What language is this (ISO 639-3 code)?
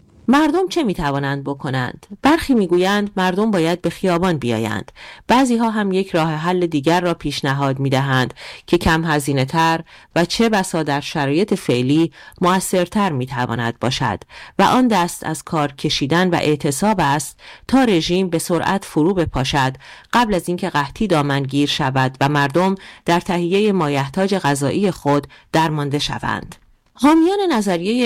fas